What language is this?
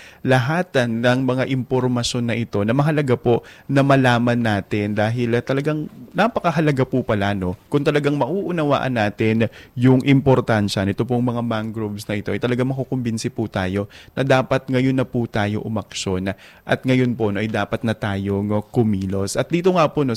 Filipino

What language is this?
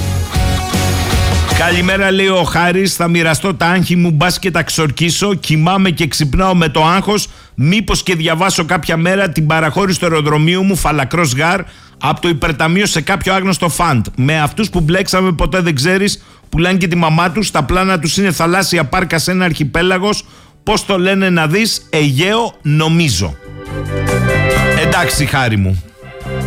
Greek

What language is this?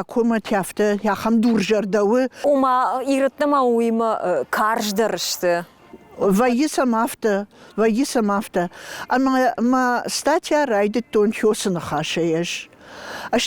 Ossetic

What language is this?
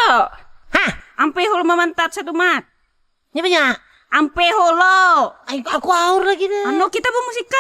Banjar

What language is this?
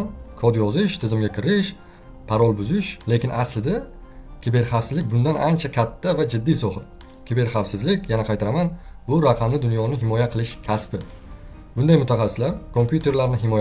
Uzbek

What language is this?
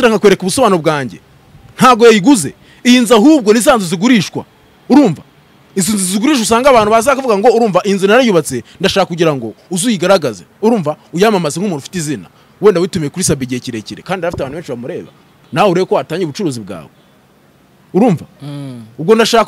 Kinyarwanda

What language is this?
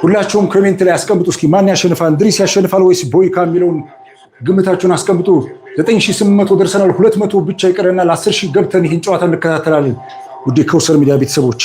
Amharic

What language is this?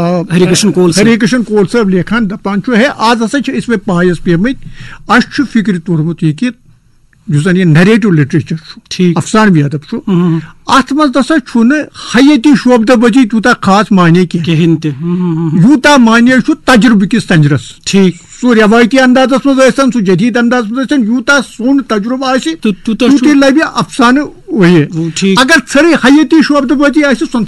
Kashmiri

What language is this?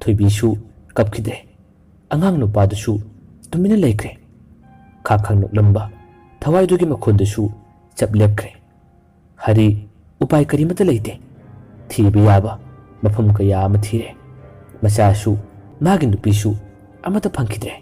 Manipuri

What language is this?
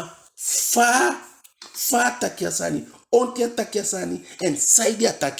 Eastern Maroon Creole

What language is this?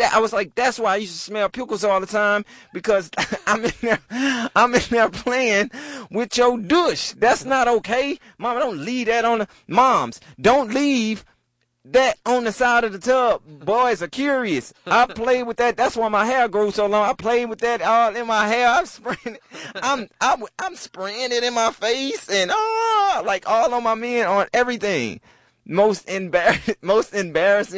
English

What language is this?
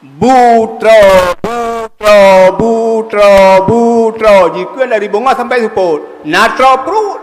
Achinese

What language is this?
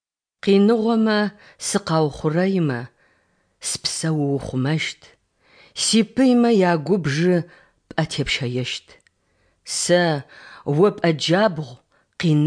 Kabardian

